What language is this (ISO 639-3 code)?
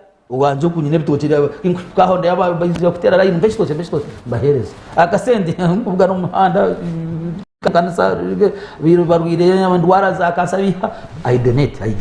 nyn